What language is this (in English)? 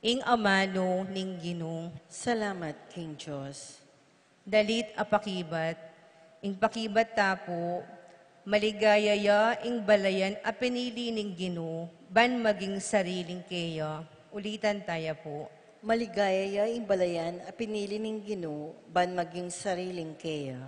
Pampanga